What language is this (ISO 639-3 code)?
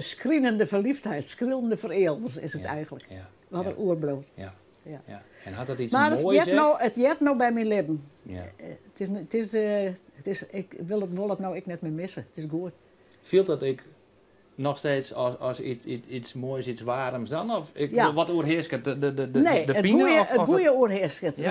fry